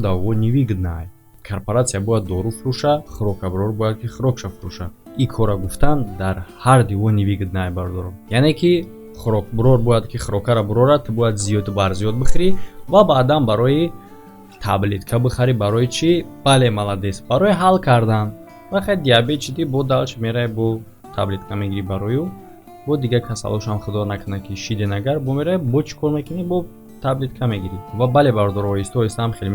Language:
Tajik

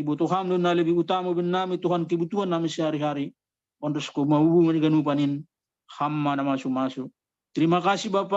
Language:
Batak Simalungun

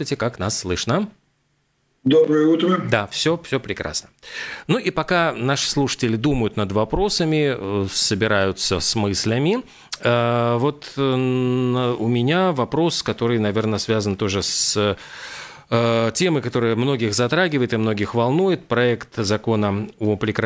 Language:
Russian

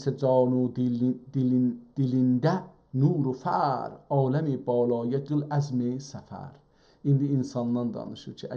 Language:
South Azerbaijani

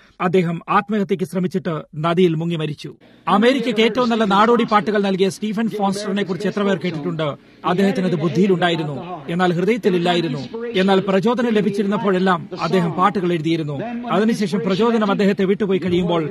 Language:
Malayalam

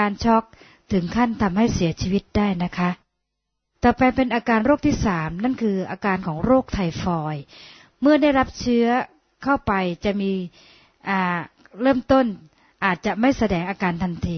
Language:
Thai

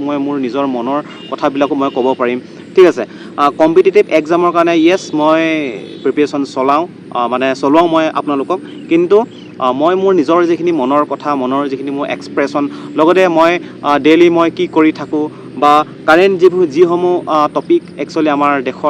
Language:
Assamese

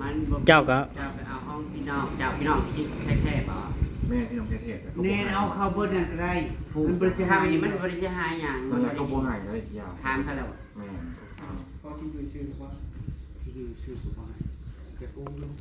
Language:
Northeastern Thai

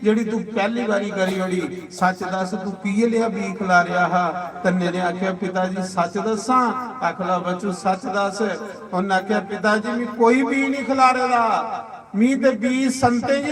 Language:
Dogri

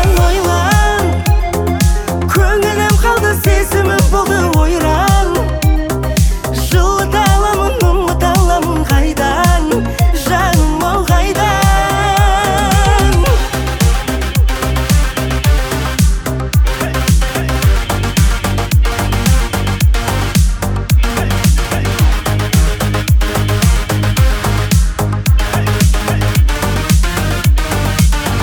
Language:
Kazakh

